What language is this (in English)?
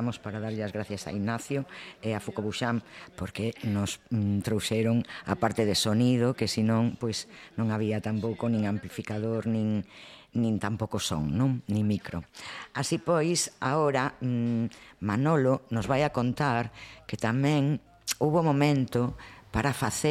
Galician